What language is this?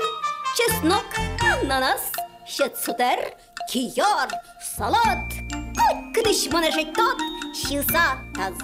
Udmurt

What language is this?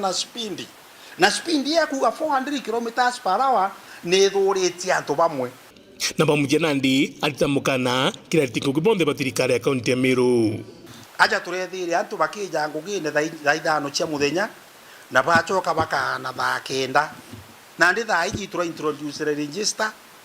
Meru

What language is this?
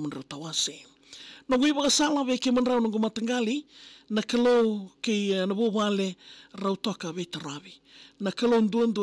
Fijian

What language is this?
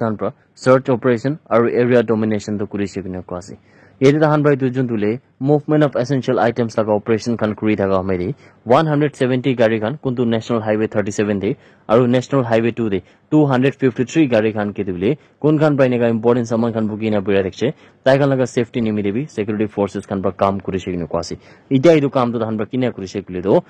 Naga Pidgin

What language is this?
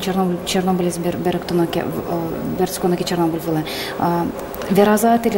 Udmurt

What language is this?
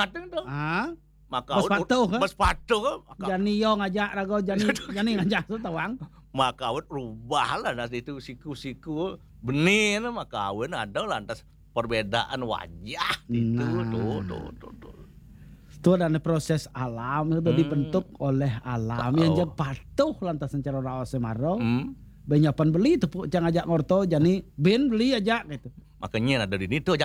Balinese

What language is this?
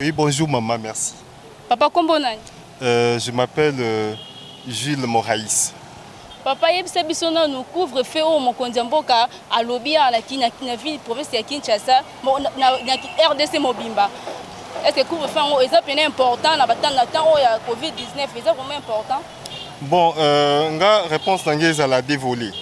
Lingala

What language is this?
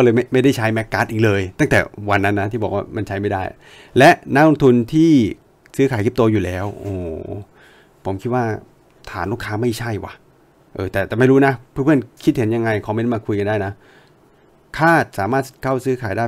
Thai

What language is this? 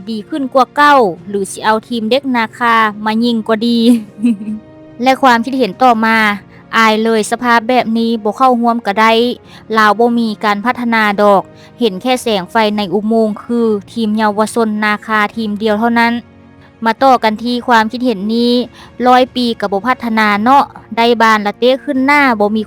Lao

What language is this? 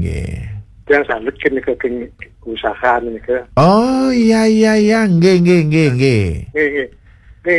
Balinese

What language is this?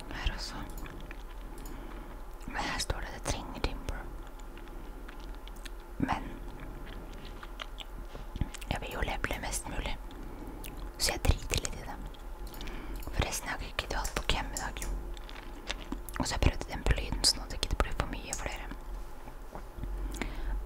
Norwegian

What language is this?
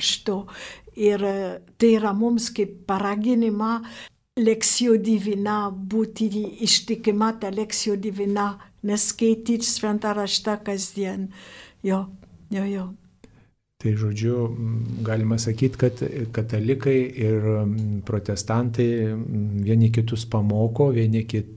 Lithuanian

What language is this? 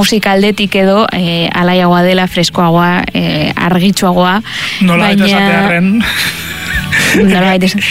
Basque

